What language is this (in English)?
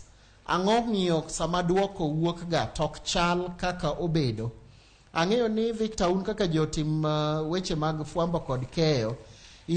Luo (Kenya and Tanzania)